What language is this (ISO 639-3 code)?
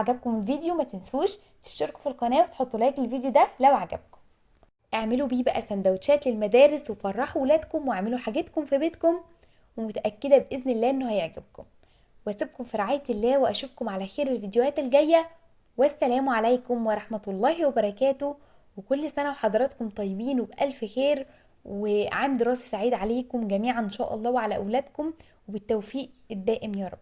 arz